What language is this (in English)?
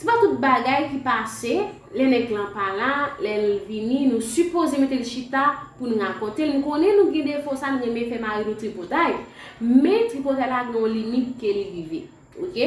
Haitian Creole